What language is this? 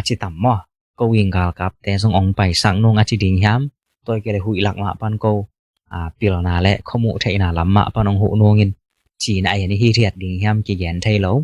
Tedim Chin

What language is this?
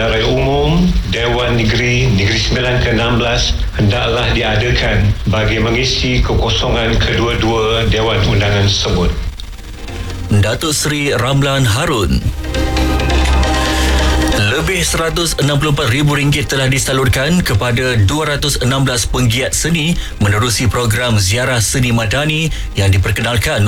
Malay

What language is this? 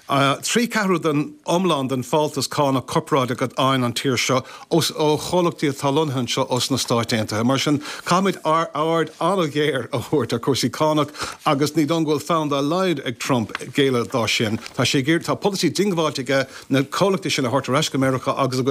Irish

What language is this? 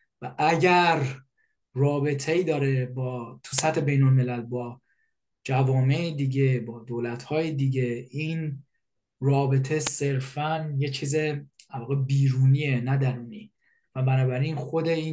Persian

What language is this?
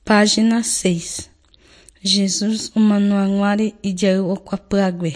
Guarani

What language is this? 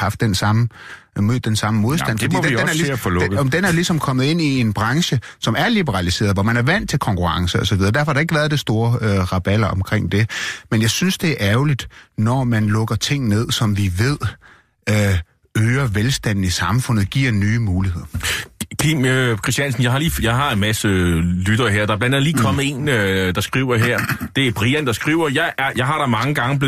Danish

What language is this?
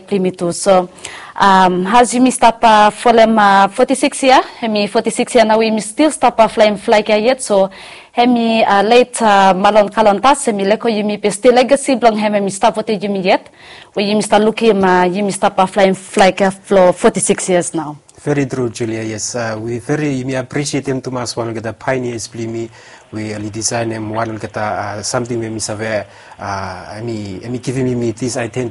Bislama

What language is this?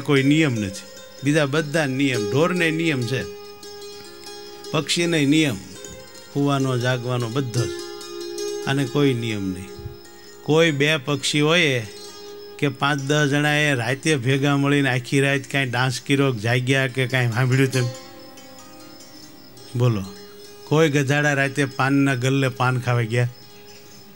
Gujarati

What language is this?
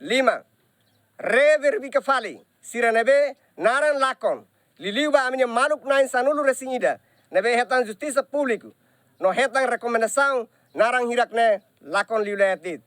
Tetum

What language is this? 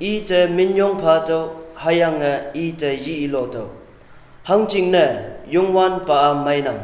Konyak Naga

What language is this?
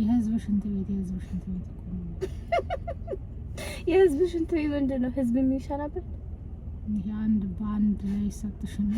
Amharic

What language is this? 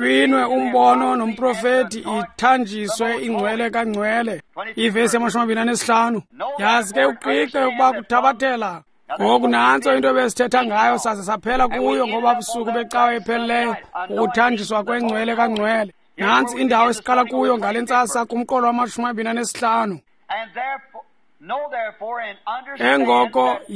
Xhosa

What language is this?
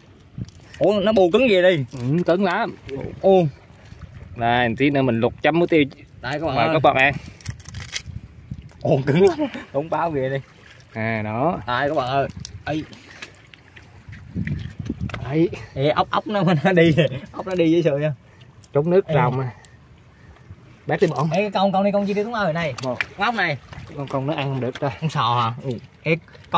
Vietnamese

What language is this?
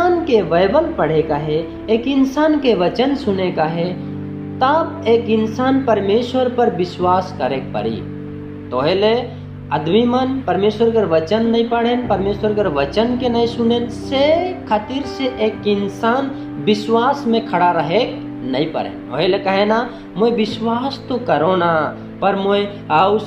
Sadri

